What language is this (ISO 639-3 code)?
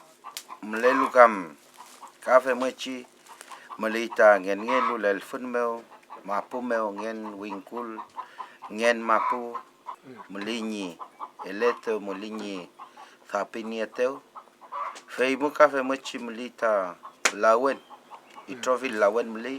arn